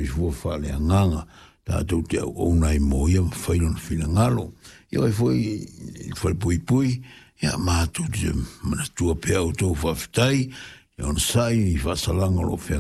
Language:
Samoan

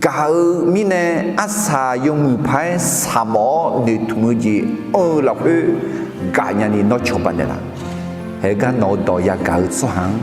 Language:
Akha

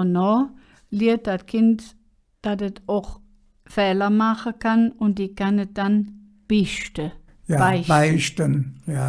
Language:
Colognian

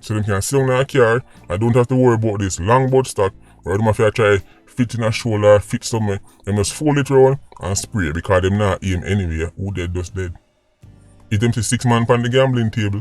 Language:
Jamaican Creole English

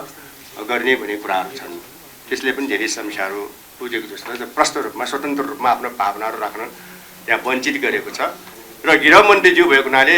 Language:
Nepali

